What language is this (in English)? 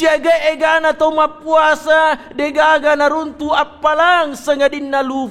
Buginese